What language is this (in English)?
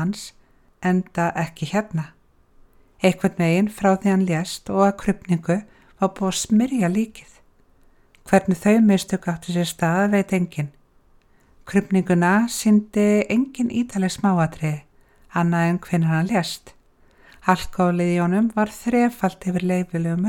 Icelandic